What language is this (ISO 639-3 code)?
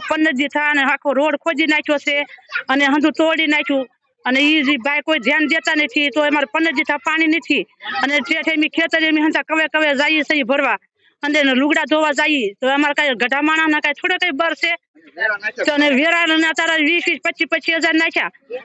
guj